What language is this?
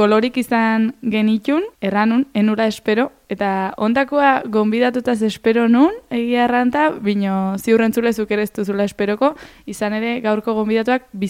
Basque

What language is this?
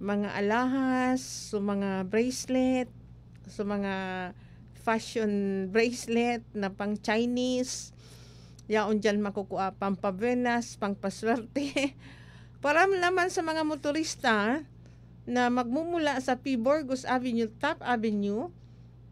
Bikol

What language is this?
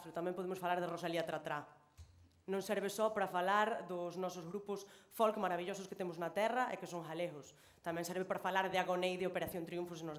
Galician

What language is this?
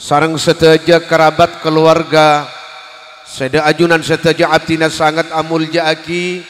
Madurese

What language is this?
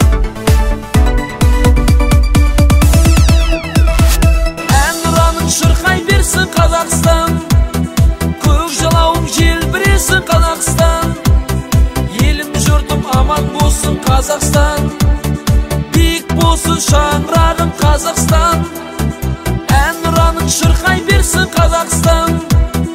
Kazakh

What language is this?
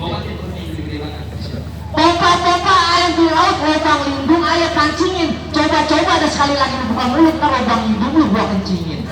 Betawi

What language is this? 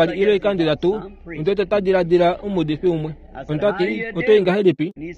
Kuanyama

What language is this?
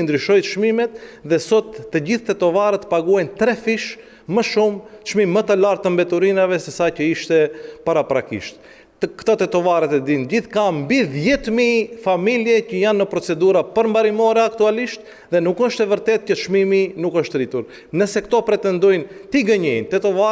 Albanian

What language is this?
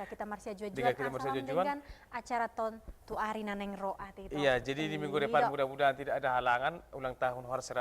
Batak Toba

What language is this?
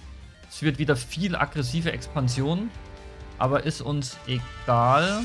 German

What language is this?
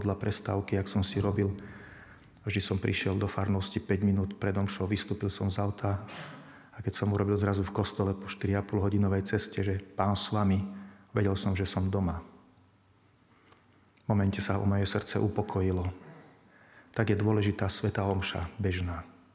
Slovak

